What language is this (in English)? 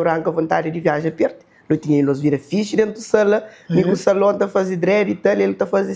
Kabuverdianu